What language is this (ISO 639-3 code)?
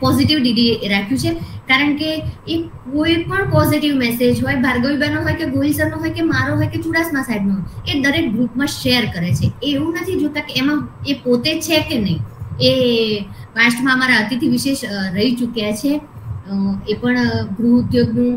guj